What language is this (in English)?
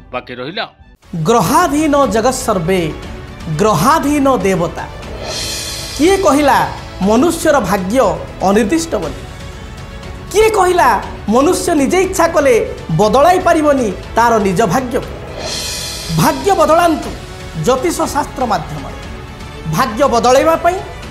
Odia